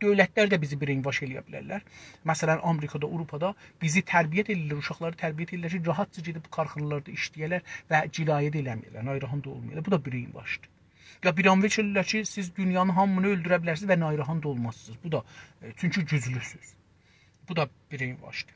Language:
South Azerbaijani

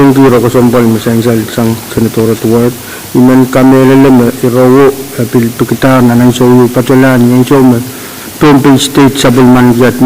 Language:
Pohnpeian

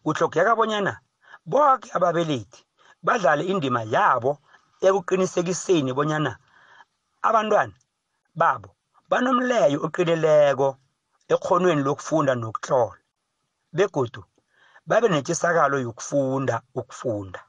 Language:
South Ndebele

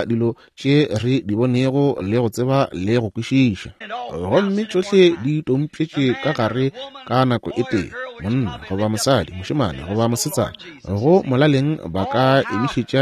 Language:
Northern Sotho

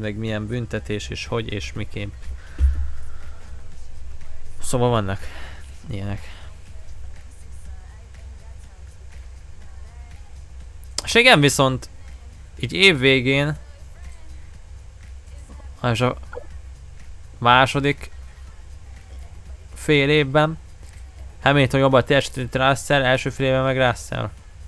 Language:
Hungarian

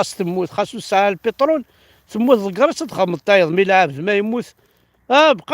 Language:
Kabyle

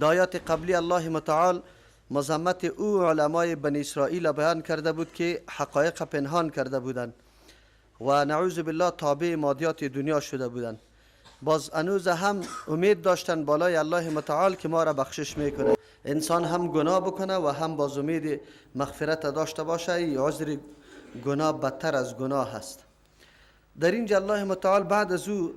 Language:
Persian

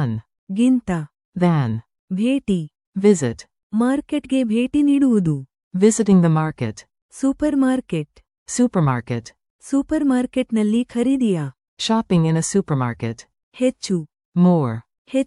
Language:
Kannada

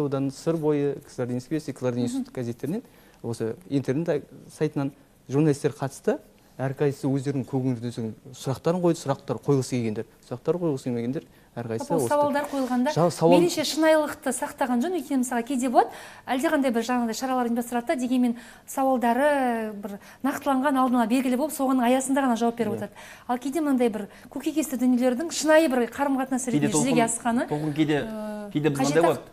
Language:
Kazakh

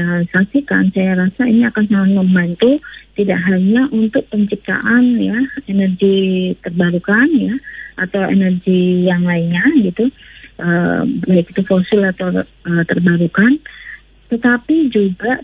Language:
Indonesian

